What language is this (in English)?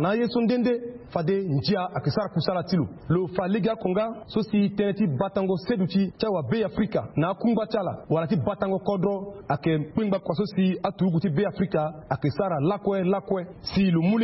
Sango